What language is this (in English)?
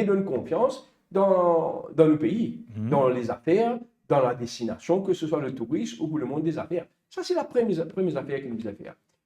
Morisyen